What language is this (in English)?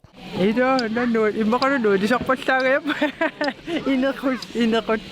Kalaallisut